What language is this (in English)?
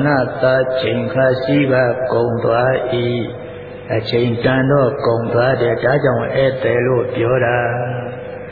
Burmese